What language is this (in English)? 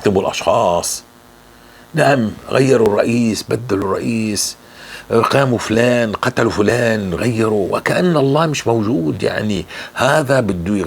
North Levantine Arabic